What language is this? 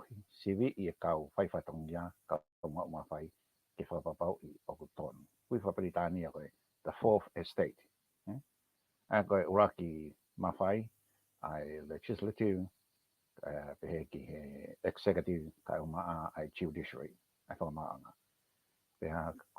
Tongan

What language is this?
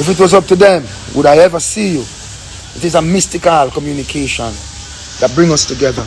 Jamaican Creole English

